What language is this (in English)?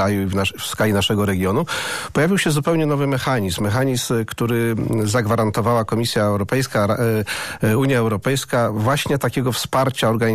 Polish